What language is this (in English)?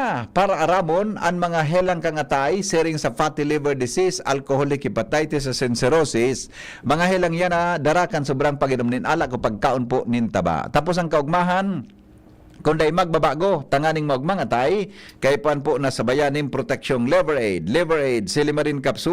Bikol